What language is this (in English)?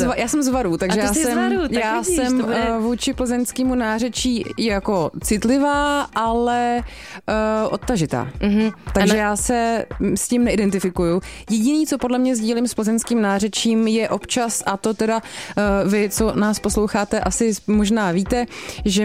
Czech